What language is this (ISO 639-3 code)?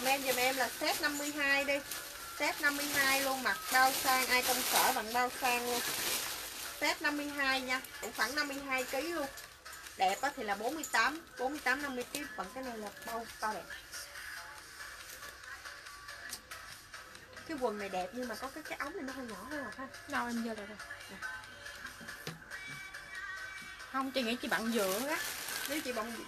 vie